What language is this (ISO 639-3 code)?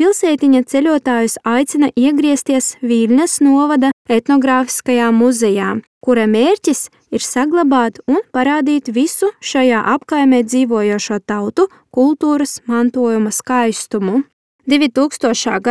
lav